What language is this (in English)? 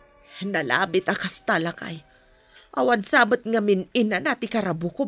Iloko